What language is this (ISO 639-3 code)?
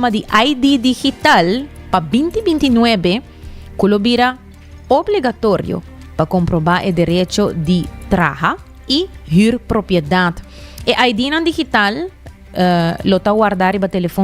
pap